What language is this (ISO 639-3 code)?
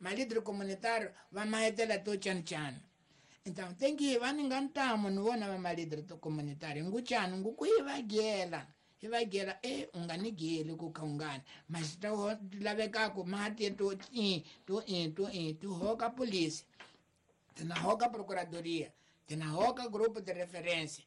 tso